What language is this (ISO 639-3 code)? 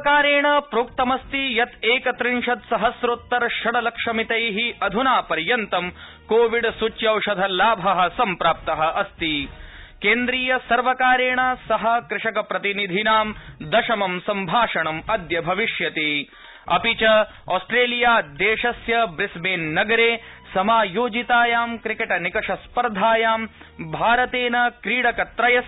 san